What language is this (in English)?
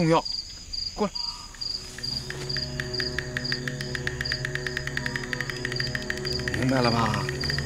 Chinese